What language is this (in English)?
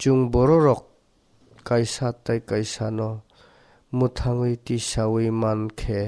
Kok Borok